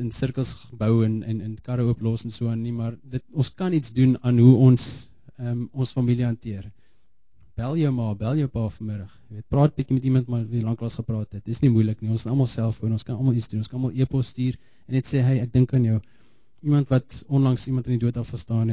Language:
Afrikaans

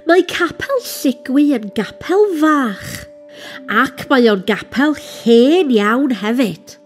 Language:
Welsh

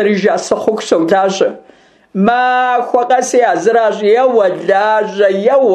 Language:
Kabardian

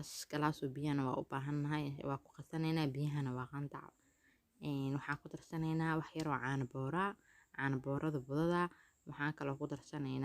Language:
Somali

